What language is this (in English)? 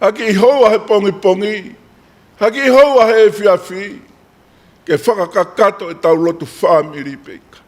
Tongan